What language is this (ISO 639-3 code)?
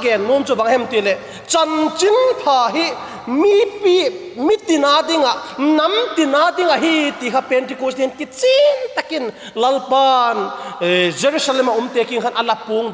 vap